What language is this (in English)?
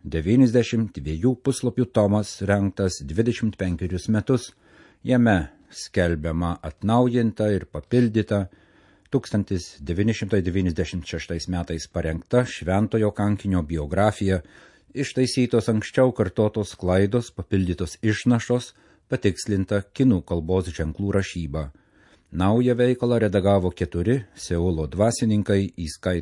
Lithuanian